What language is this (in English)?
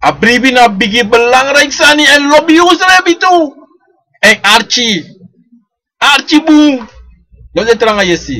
Sranan Tongo